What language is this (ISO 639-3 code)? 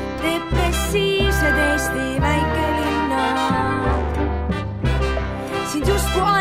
est